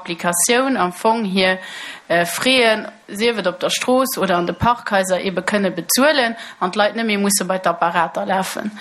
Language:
Luxembourgish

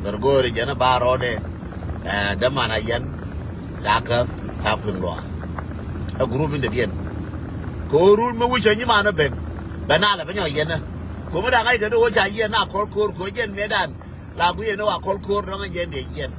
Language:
Nuer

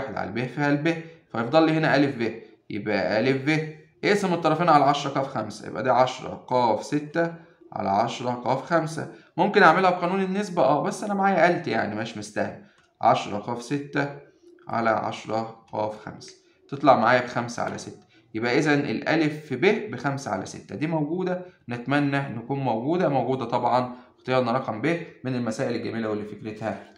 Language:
Egyptian Arabic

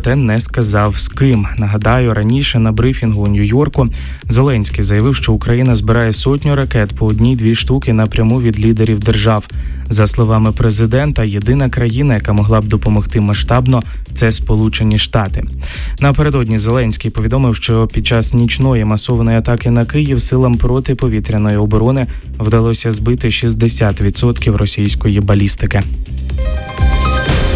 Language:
Ukrainian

